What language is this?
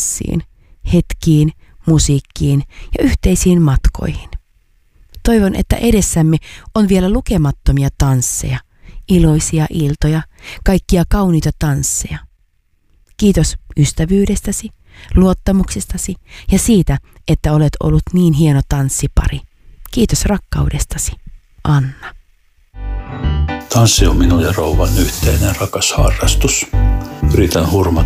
Finnish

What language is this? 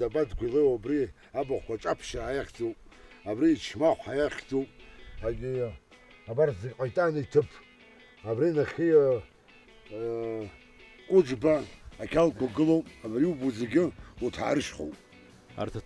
Abkhazian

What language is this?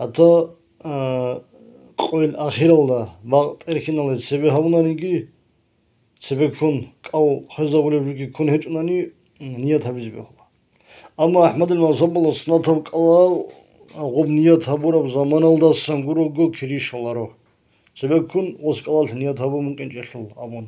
Avaric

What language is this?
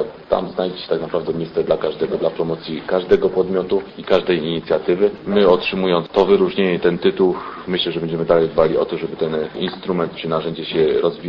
Polish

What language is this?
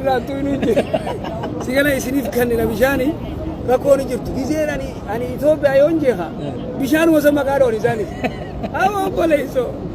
Oromo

